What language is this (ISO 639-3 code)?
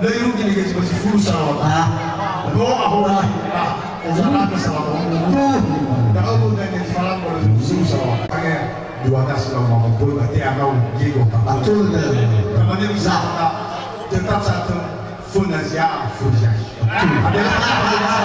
nia